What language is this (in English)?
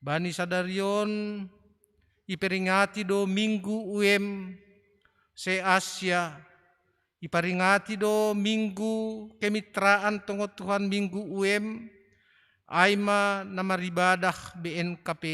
Batak Simalungun